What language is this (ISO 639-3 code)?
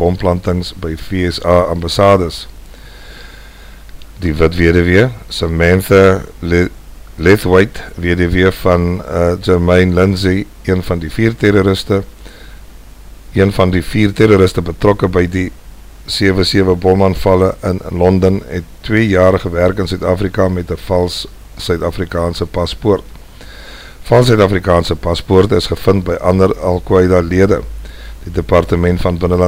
afr